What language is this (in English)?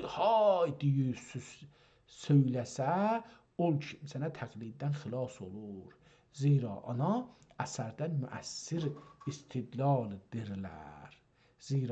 South Azerbaijani